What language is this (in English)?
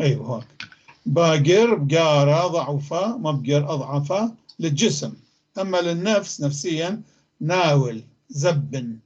North Levantine Arabic